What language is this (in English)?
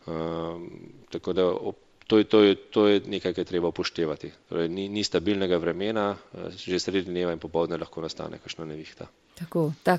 Slovenian